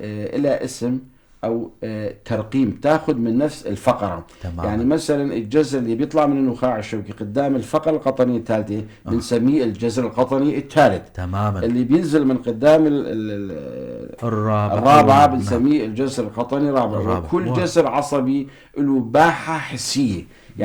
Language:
North Levantine Arabic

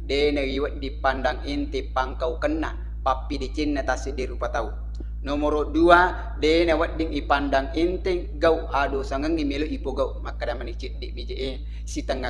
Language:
Buginese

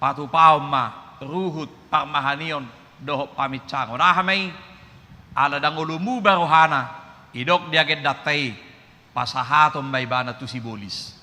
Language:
Batak Toba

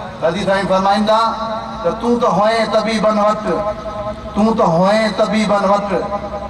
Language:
Sindhi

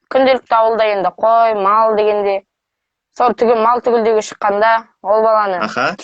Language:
Kazakh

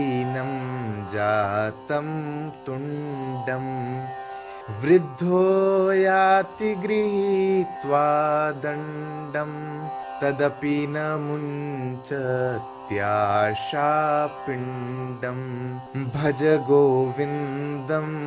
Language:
Sanskrit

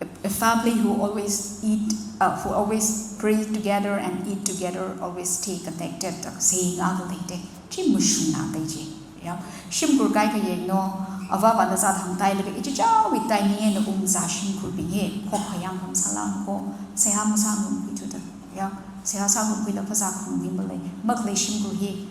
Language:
Tangkhul Naga (India)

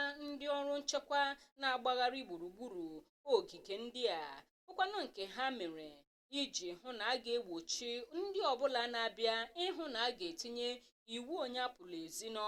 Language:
Igbo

